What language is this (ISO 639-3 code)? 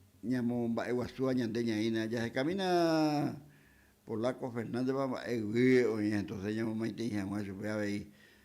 grn